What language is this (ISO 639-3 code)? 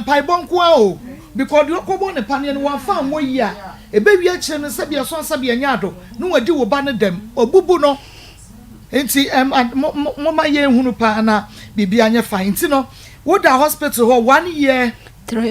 aka